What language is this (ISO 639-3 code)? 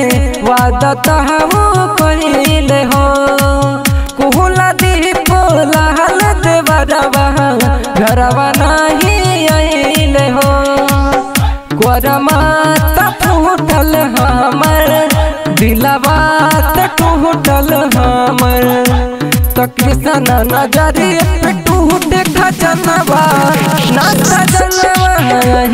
bho